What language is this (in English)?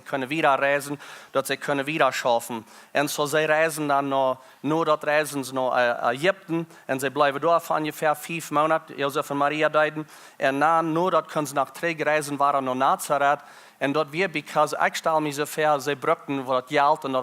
Plautdietsch